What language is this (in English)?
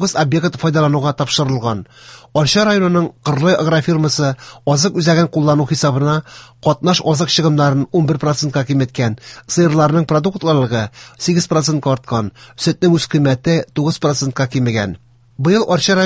Tatar